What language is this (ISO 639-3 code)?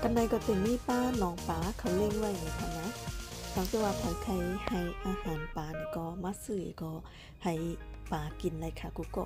shn